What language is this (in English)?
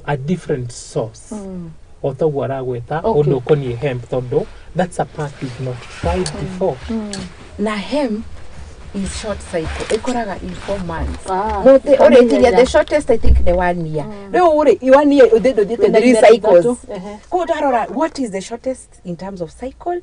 Kikuyu